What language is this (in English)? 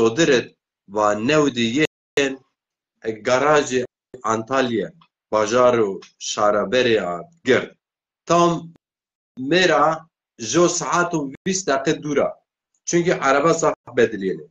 Zaza